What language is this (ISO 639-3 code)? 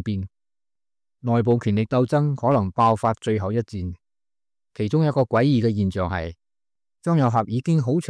yue